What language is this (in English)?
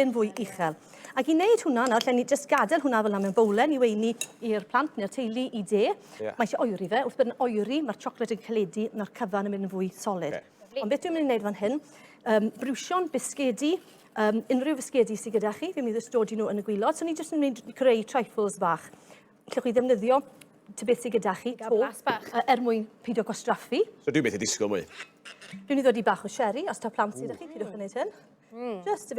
Welsh